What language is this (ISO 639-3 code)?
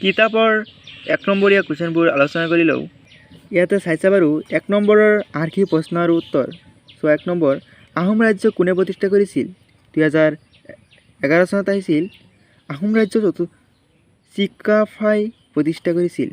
asm